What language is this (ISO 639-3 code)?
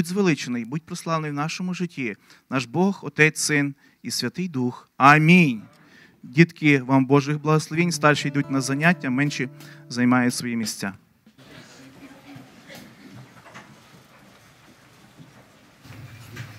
ukr